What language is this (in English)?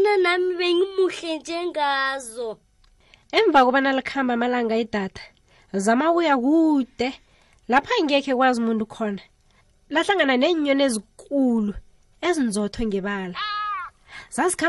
South Ndebele